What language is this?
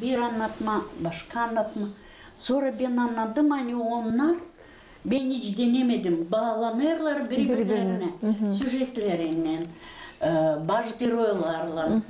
Gagauz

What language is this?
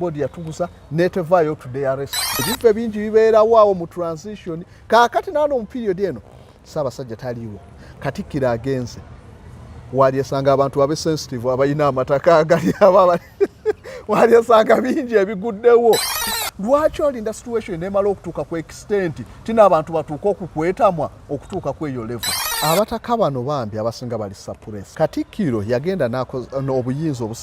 Ganda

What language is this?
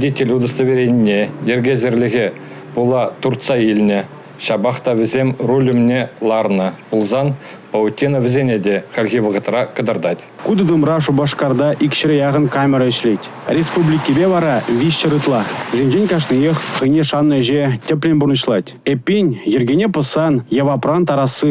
Chuvash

